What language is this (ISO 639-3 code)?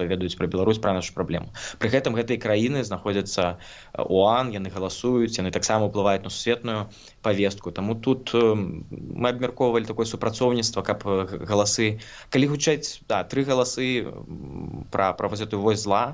bel